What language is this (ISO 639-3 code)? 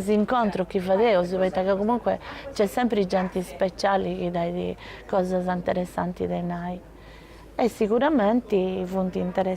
srd